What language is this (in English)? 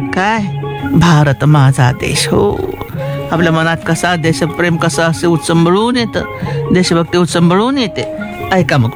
Marathi